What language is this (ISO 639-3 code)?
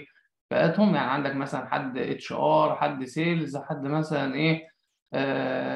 arz